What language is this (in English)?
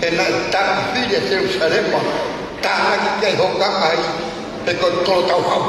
Tongan